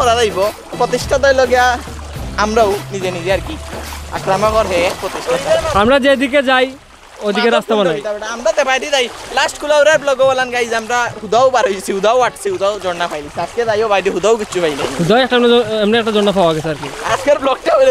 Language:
Sylheti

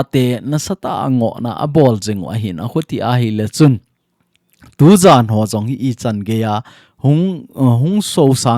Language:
Thado Chin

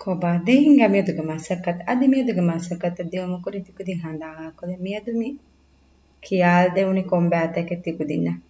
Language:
Divehi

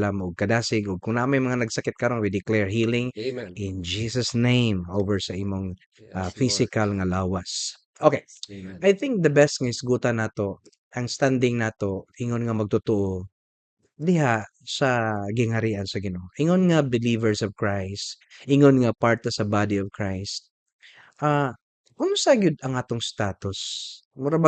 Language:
Cebuano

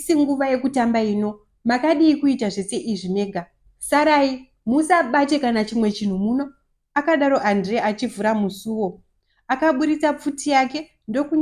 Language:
Shona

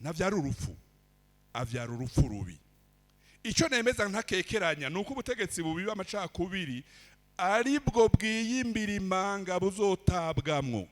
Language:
Rundi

